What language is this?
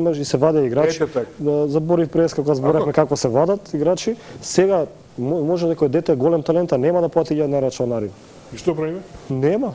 Macedonian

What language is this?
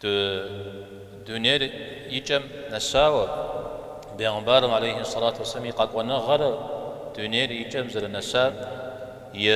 Kabardian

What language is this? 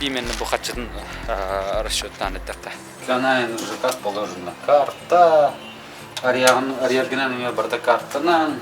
Yakut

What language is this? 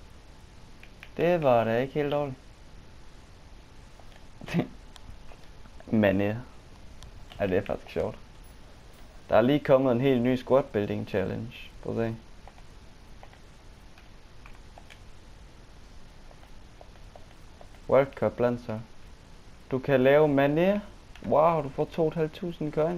Danish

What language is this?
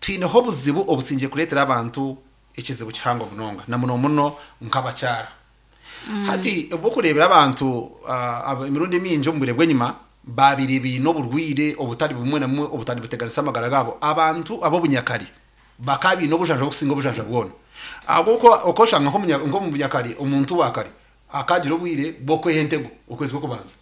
Nyankole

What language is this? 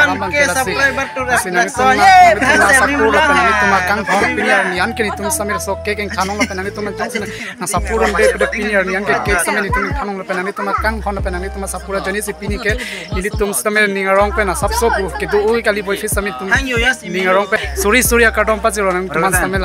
Karbi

